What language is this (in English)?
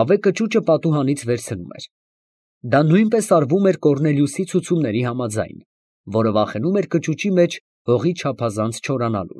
Armenian